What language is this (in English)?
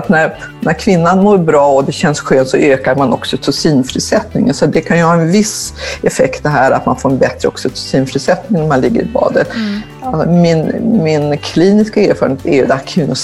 Swedish